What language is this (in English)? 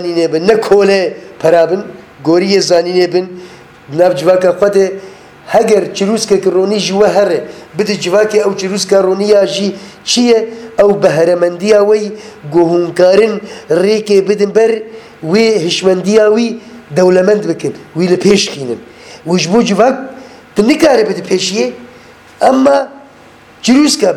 Kurdish